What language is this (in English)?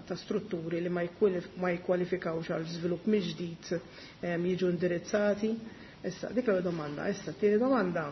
Maltese